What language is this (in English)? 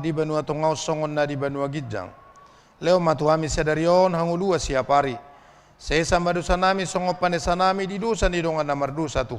Batak Toba